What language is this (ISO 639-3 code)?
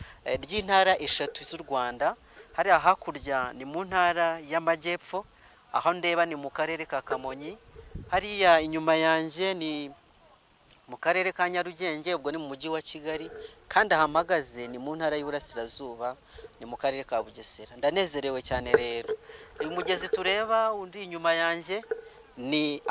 kin